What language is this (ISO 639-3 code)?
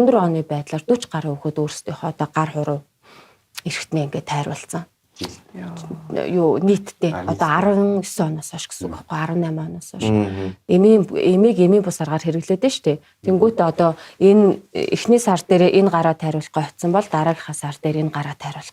mon